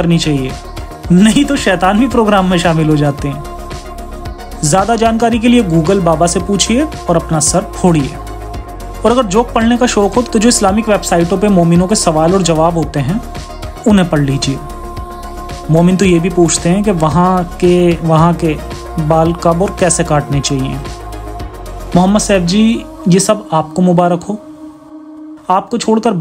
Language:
Hindi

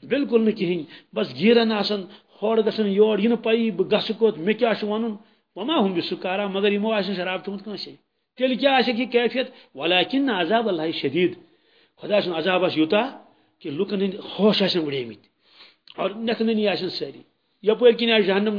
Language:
Kashmiri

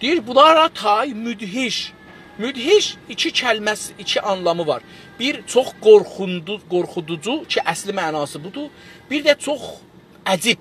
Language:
South Azerbaijani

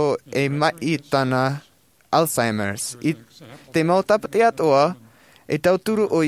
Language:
Tahitian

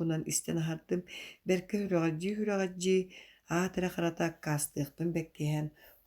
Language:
Yakut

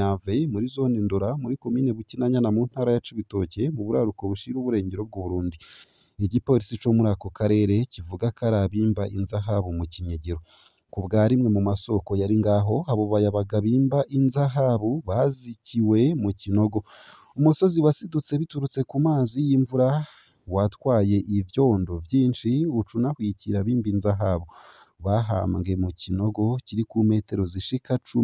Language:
Rundi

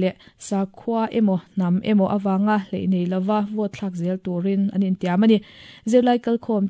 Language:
Mizo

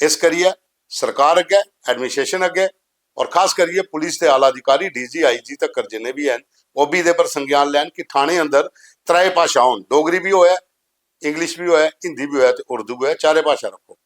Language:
Dogri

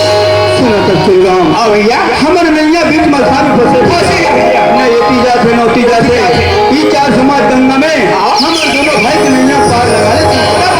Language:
Chhattisgarhi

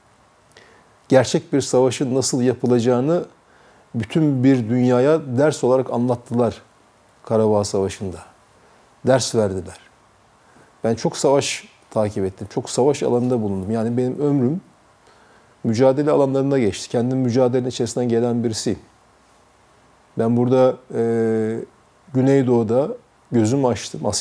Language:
Turkish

